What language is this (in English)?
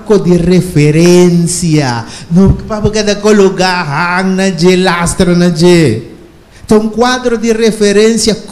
Papiamento